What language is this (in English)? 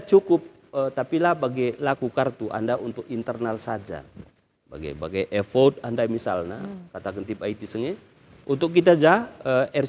Batak Karo